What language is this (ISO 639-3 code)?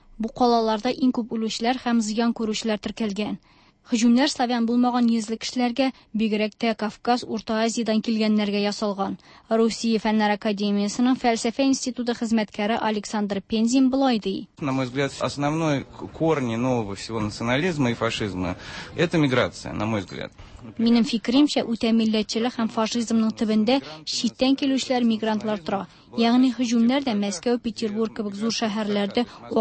tat